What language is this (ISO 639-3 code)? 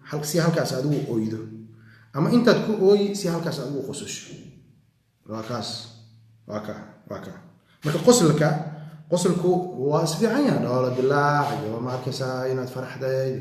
som